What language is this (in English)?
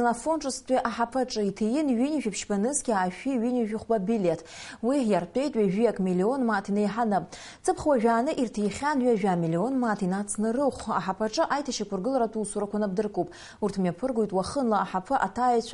Abkhazian